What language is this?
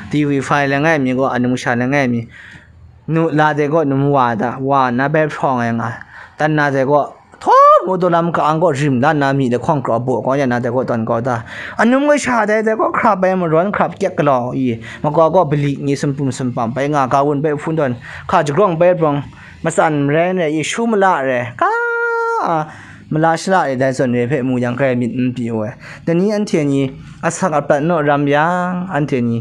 Kachin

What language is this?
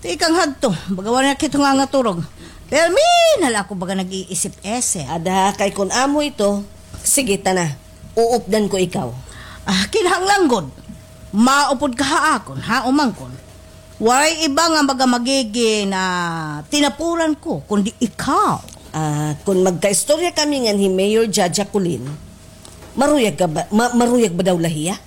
Waray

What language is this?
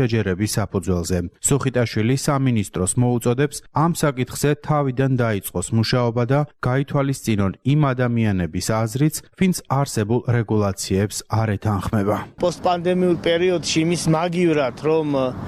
Georgian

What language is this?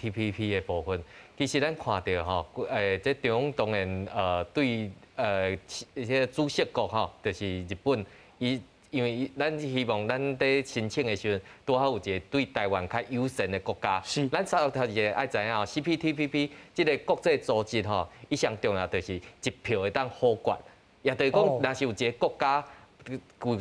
Min Nan Chinese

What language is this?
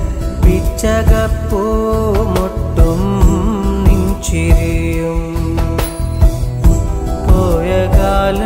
Malayalam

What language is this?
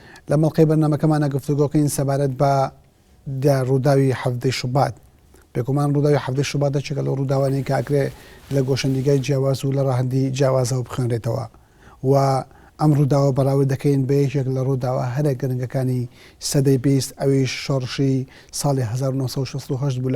Central Kurdish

